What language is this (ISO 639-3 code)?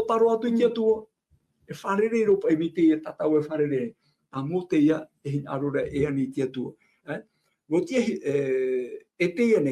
tah